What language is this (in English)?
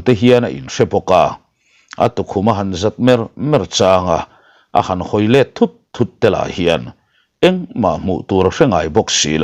Mizo